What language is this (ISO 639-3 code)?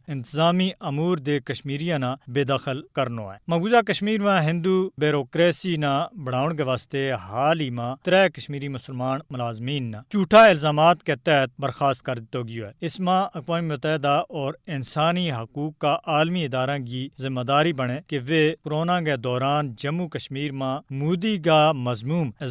gju